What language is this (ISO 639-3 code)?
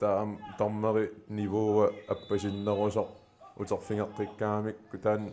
kal